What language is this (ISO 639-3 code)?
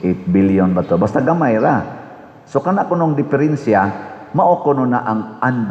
ceb